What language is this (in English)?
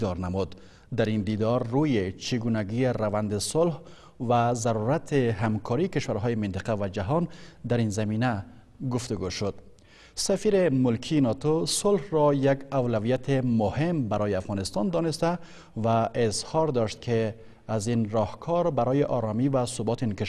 Persian